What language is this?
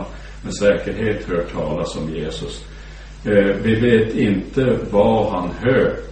Swedish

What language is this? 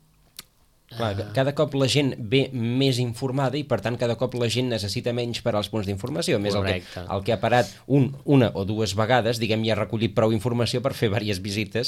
Catalan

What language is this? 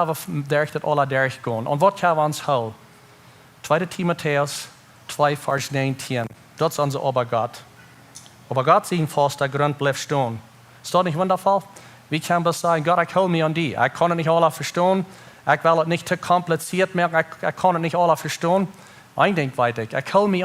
Plautdietsch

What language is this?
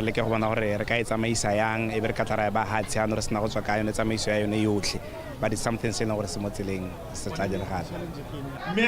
Tswana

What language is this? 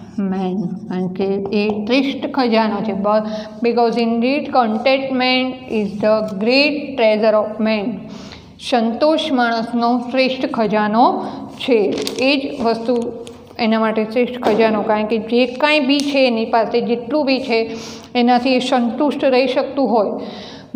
Gujarati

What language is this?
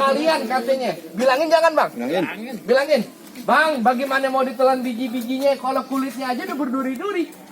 Betawi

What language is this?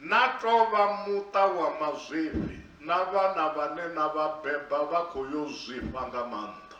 Venda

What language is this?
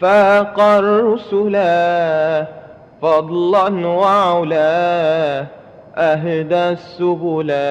Madurese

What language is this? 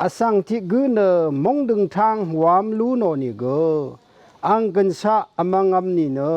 Rawang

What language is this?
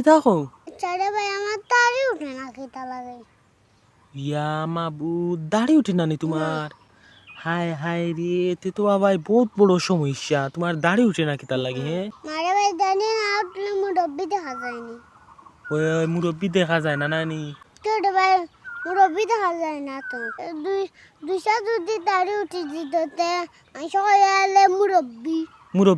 Sylheti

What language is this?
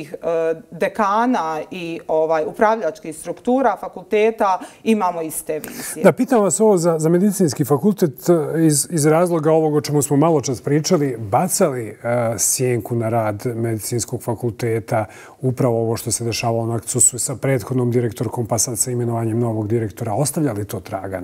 Bosnian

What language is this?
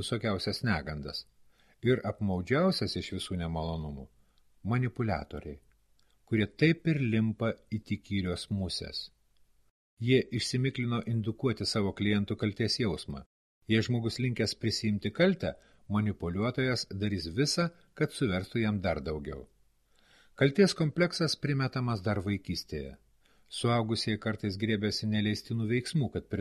Lithuanian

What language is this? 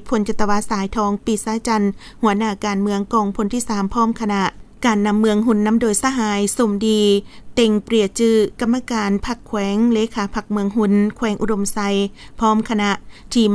Lao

